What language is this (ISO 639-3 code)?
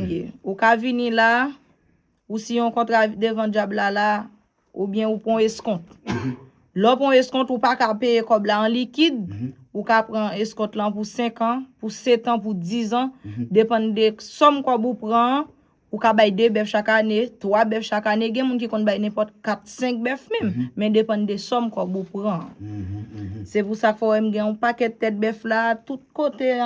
hat